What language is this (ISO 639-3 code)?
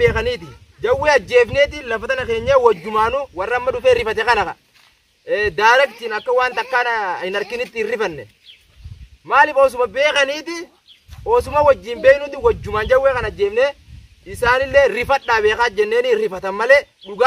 orm